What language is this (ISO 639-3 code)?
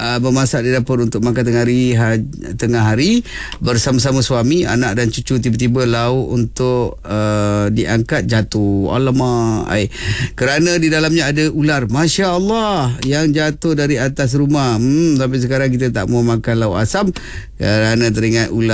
msa